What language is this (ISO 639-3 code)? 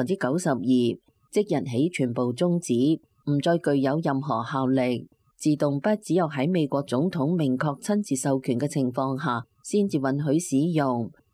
yue